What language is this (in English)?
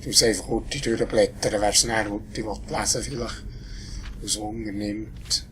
Swiss German